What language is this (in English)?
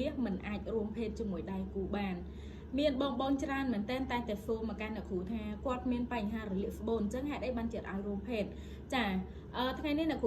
Khmer